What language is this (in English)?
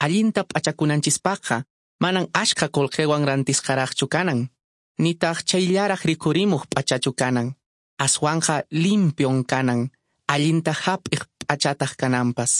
Quechua